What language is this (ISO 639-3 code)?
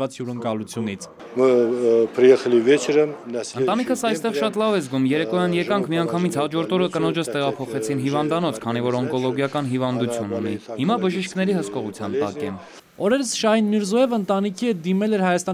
hye